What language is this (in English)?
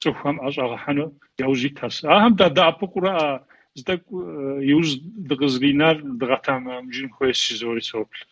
Kabardian